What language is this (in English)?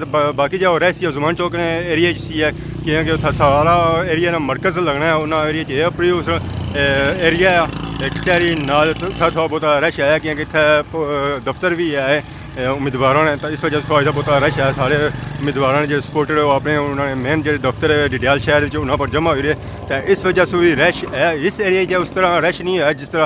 Pahari-Potwari